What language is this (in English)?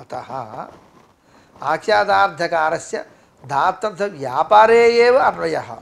Sanskrit